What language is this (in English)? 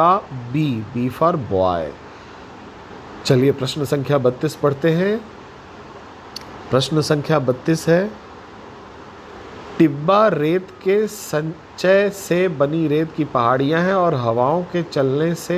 Hindi